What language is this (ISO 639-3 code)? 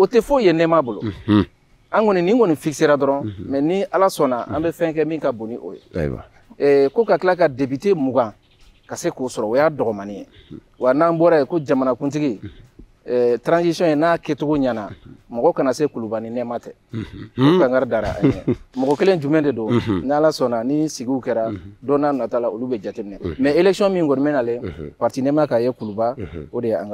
bam